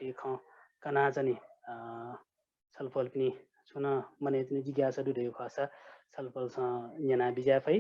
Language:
Newari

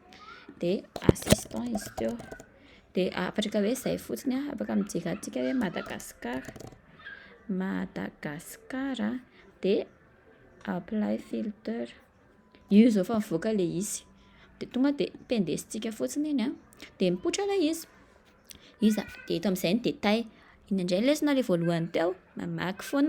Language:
Malagasy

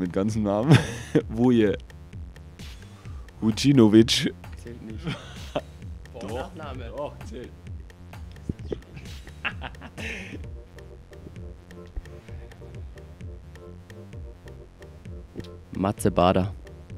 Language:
German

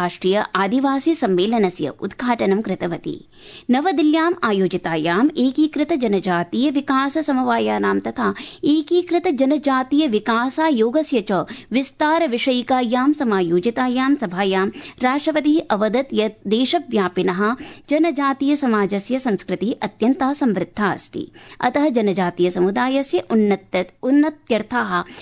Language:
Sanskrit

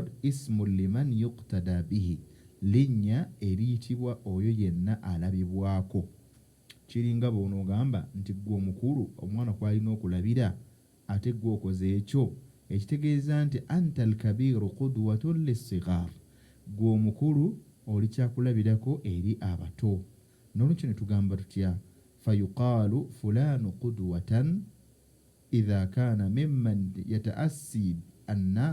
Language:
Ganda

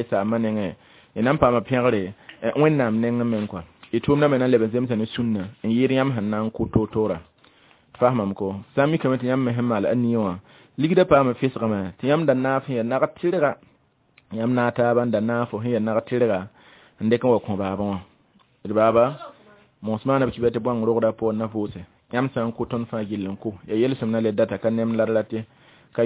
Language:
Mossi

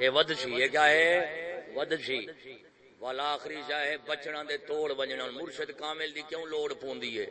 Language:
Saraiki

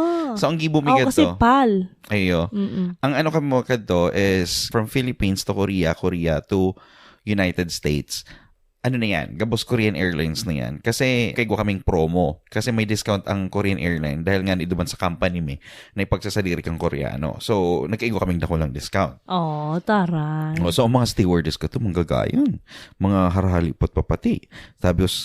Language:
Bikol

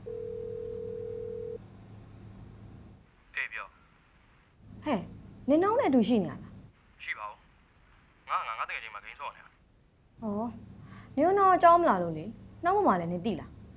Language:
Burmese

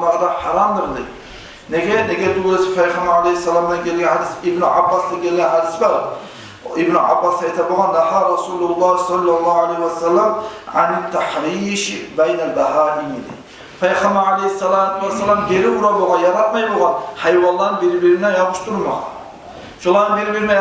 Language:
Kumyk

